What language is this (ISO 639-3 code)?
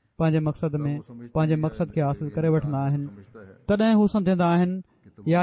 snd